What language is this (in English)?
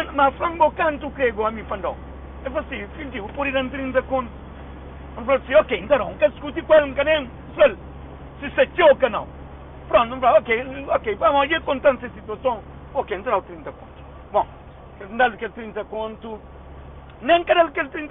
Kabuverdianu